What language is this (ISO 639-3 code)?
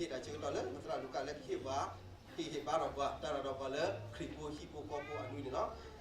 ksw